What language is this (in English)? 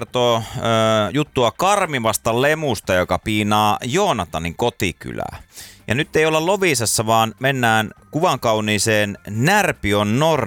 Finnish